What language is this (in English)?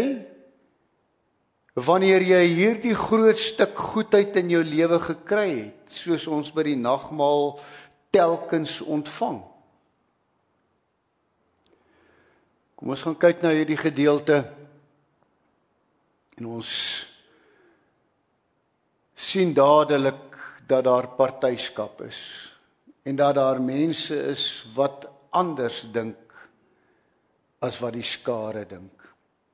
Afrikaans